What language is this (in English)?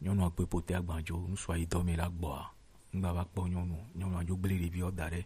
Gen